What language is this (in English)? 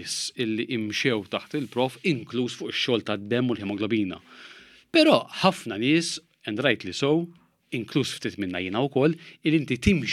Maltese